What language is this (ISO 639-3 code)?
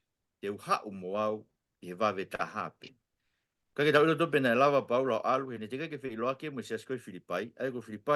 ton